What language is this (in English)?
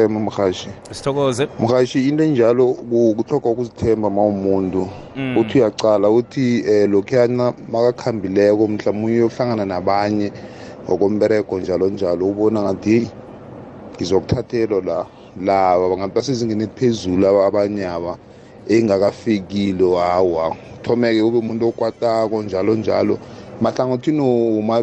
South Ndebele